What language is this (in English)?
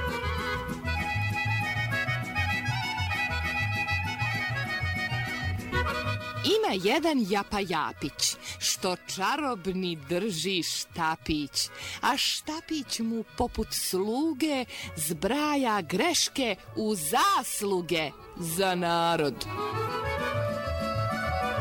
Serbian